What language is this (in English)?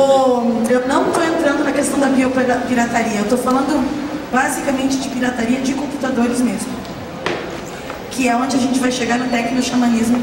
Portuguese